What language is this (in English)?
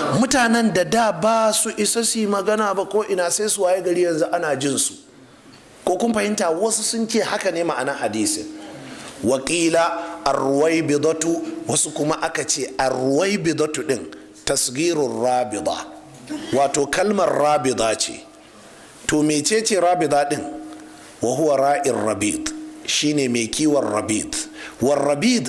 Hausa